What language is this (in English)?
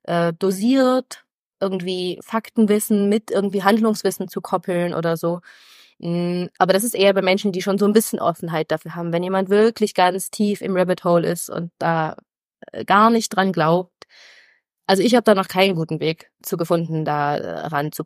German